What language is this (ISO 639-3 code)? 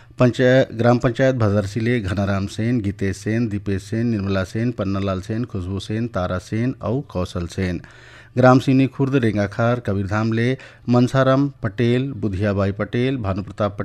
hne